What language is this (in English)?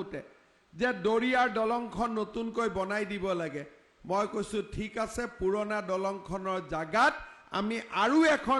Assamese